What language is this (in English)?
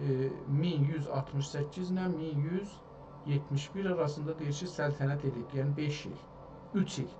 South Azerbaijani